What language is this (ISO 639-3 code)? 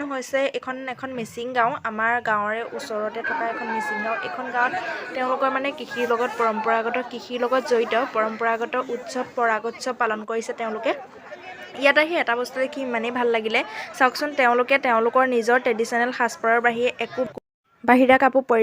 asm